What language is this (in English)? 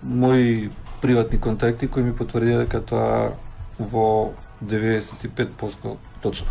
Macedonian